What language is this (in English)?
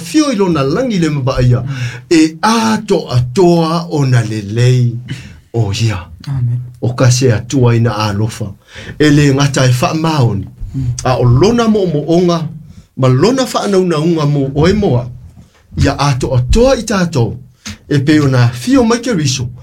Samoan